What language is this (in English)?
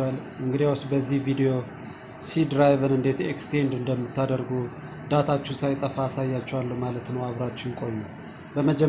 Amharic